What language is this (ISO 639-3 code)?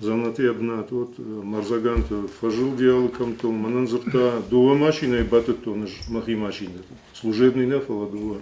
oss